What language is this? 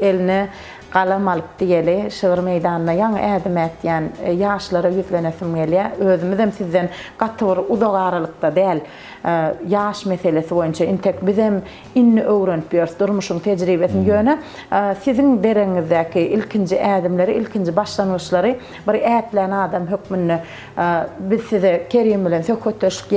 Turkmen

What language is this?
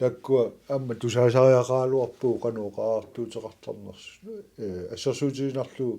Kalaallisut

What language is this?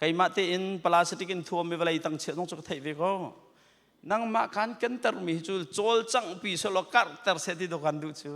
Hakha Chin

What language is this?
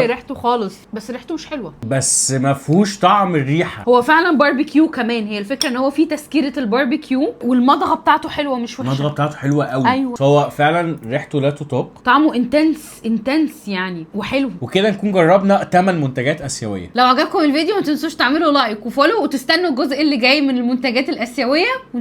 Egyptian Arabic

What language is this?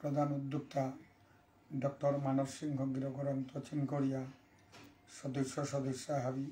Bishnupriya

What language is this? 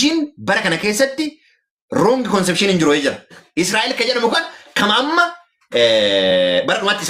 Oromo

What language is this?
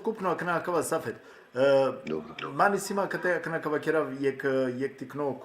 Balkan Romani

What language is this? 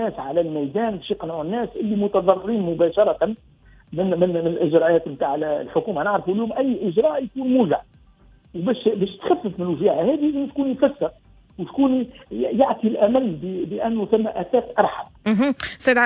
Tunisian Arabic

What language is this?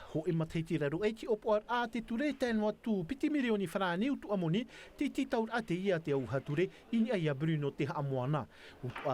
Tahitian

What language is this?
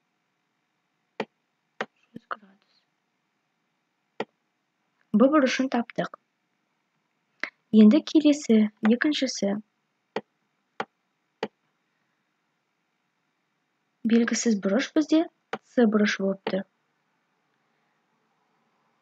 Kazakh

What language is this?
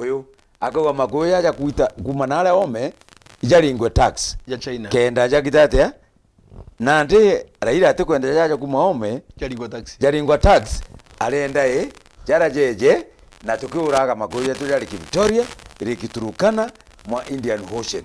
Meru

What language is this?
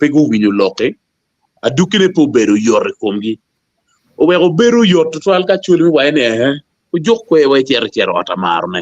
Acoli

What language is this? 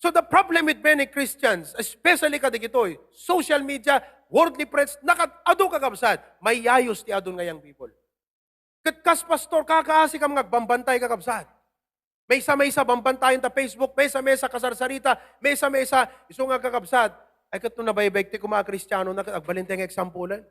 Iloko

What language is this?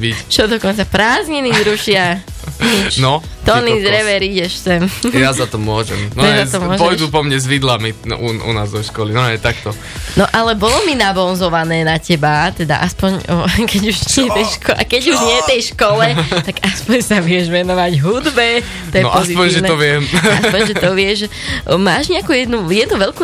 Slovak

